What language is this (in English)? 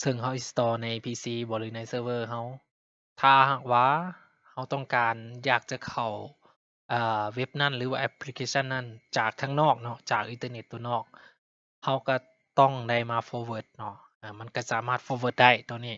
Lao